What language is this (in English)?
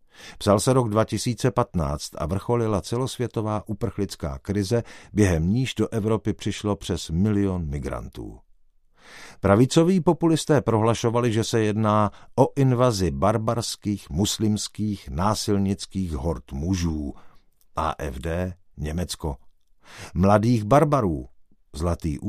Czech